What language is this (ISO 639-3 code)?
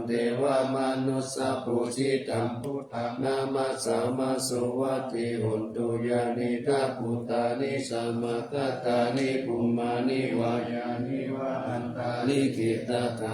pli